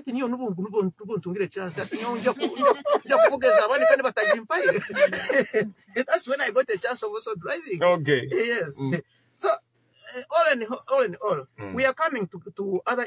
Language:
Nyoro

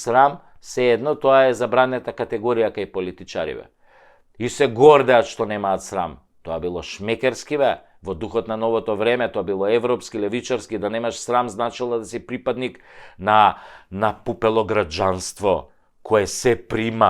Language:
Macedonian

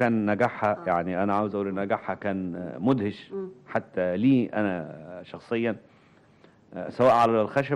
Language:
Egyptian Arabic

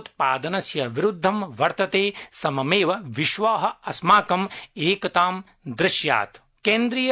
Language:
Sanskrit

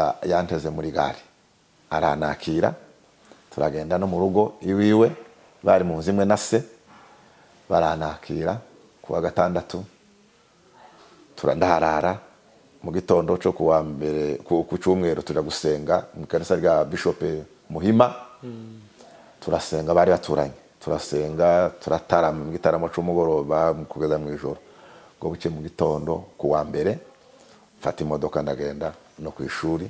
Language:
Kinyarwanda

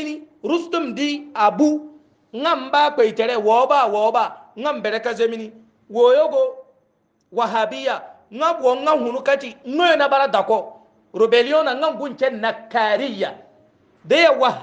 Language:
Hausa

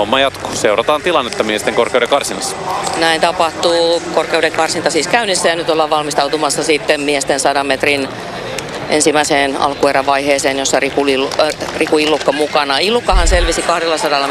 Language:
Finnish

